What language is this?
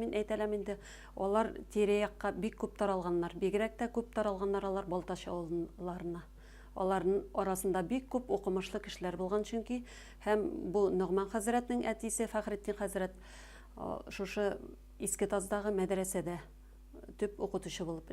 Bashkir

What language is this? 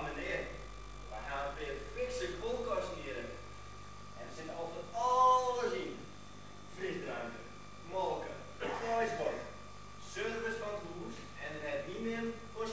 Western Frisian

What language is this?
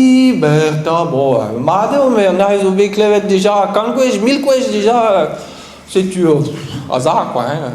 Breton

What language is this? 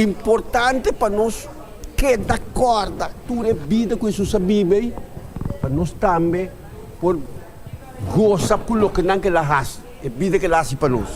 Papiamento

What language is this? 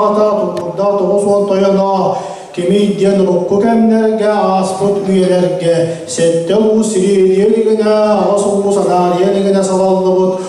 Yakut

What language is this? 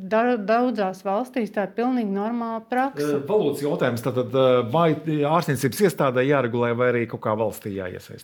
Latvian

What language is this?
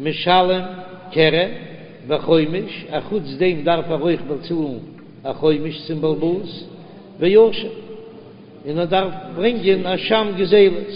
Yiddish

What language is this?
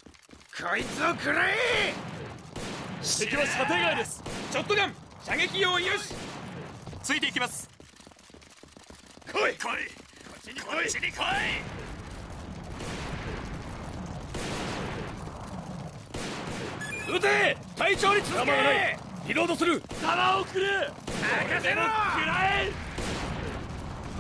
Japanese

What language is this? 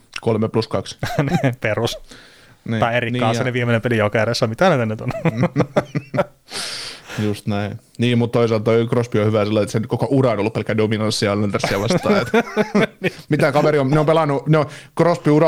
Finnish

